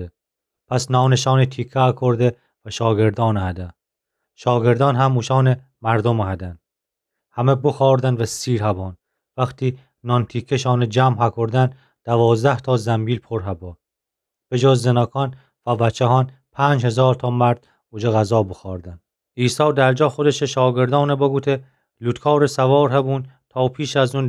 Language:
Gilaki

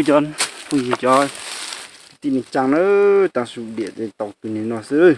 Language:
Hmong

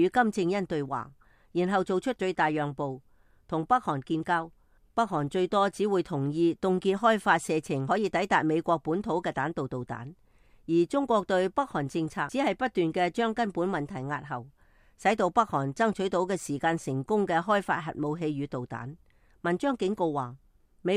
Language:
Cantonese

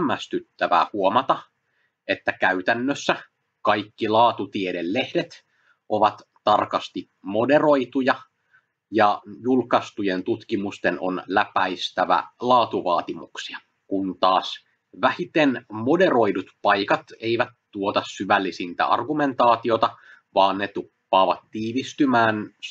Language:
Finnish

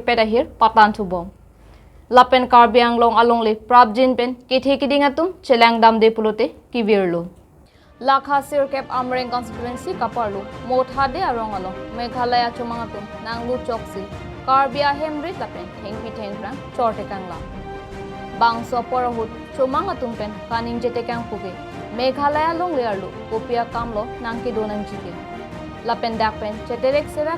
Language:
Karbi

